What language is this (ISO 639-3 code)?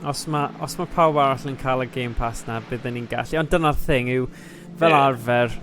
cym